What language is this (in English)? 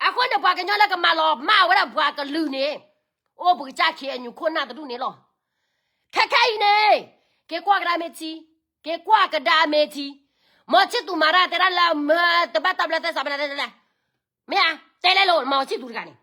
S'gaw Karen